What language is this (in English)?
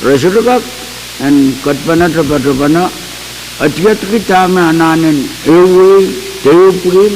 Pohnpeian